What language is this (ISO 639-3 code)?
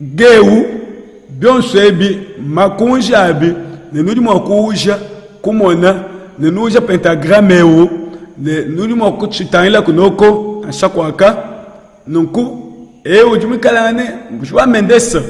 lua